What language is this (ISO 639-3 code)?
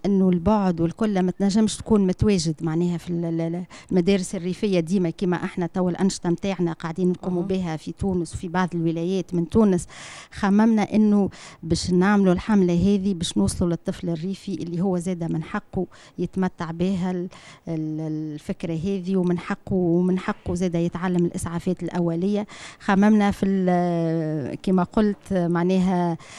aeb